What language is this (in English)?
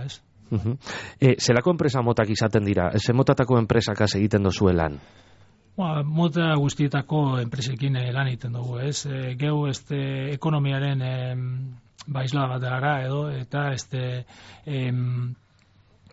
Basque